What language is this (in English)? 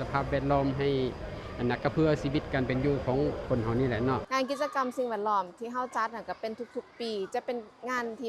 Lao